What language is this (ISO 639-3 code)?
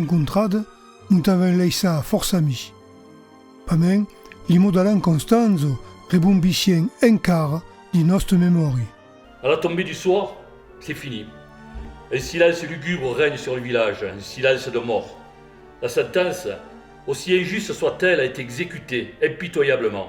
oci